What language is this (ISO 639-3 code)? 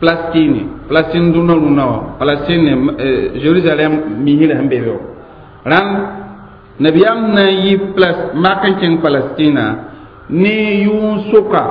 mos